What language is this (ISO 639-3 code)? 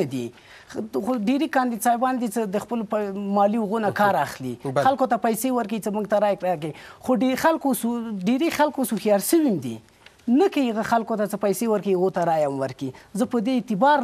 fas